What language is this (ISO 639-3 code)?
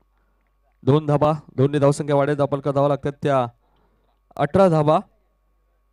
mar